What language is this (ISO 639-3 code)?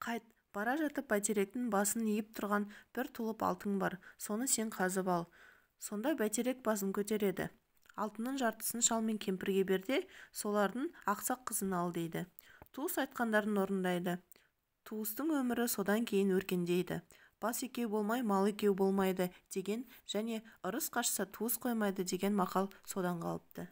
kaz